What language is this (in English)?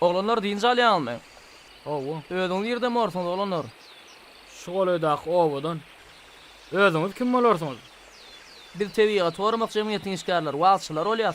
Turkmen